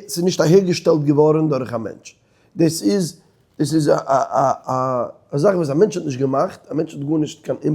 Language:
Yiddish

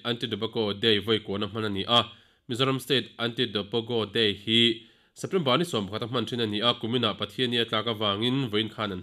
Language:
Mizo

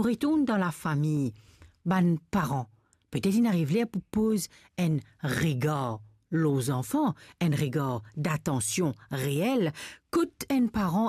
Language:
Morisyen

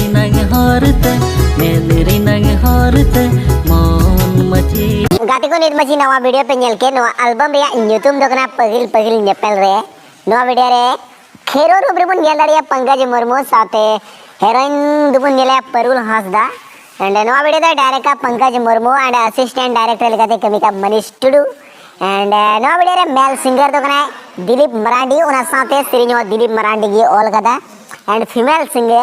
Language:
Santali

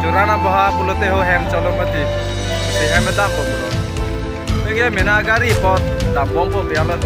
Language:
Karbi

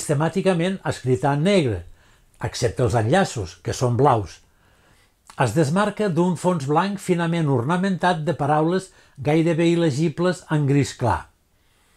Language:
Catalan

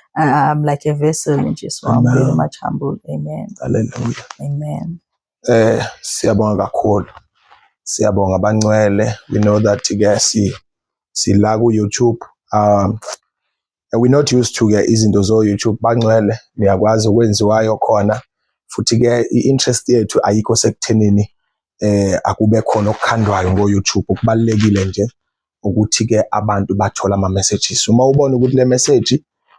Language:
Zulu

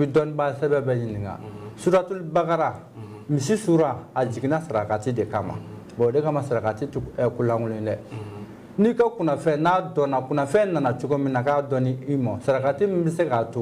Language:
Bambara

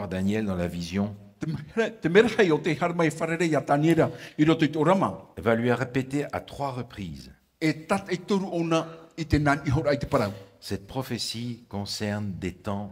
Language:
Tahitian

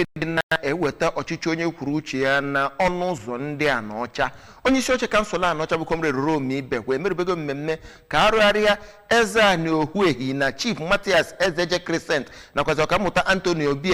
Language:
Igbo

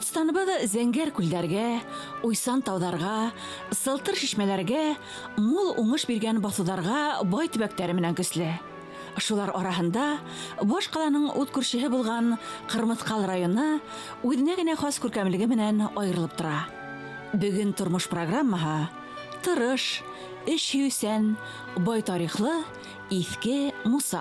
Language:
Bashkir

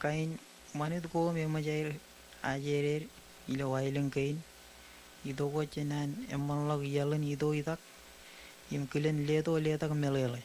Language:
Marshallese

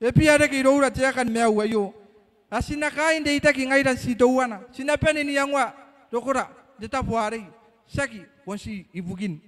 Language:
Gilbertese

